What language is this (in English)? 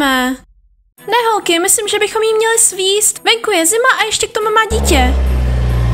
Czech